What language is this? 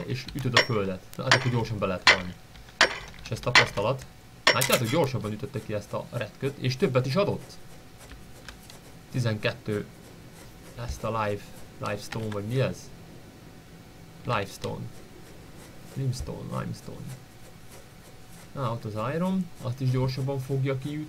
Hungarian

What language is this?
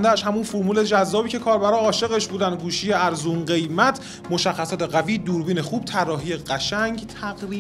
Persian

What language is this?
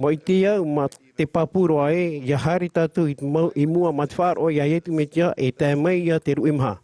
Tahitian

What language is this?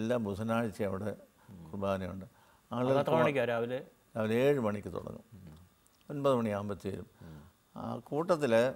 Malayalam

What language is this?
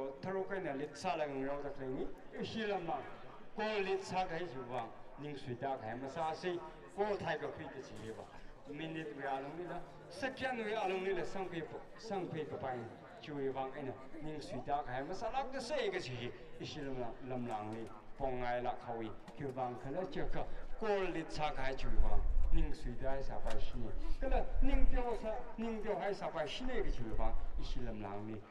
Tangkhul Naga (India)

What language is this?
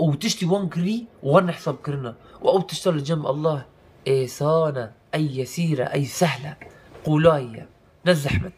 Kurdish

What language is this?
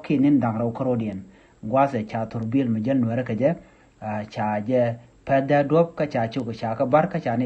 Nuer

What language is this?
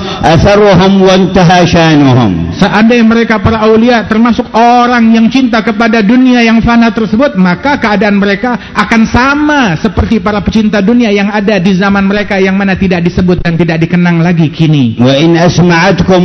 Indonesian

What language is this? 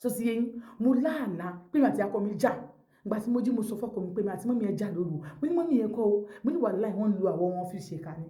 Yoruba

